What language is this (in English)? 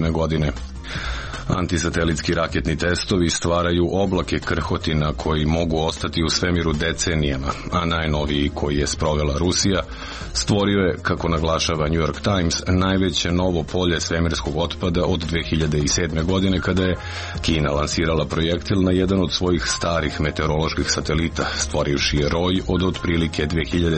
Serbian